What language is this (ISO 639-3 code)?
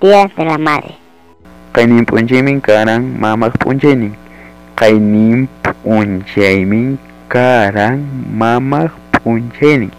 quy